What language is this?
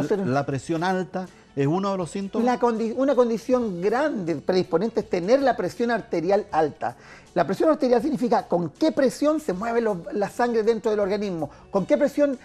Spanish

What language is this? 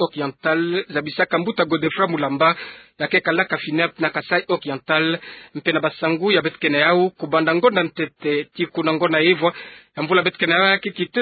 Kituba (Democratic Republic of Congo)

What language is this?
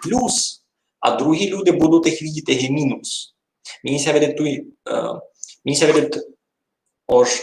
Rusyn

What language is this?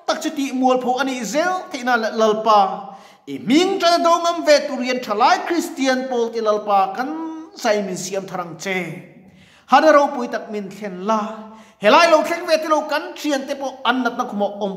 Mizo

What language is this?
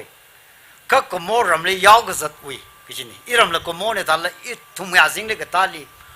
Tangkhul Naga (India)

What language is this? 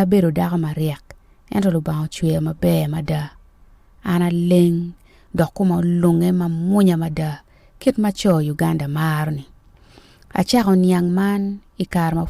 Acoli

